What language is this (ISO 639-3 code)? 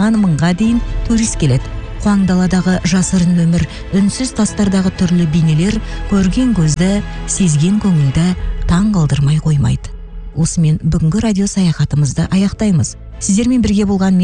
kaz